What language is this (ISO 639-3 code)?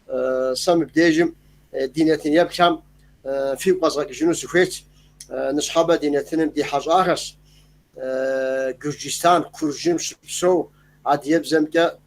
kbd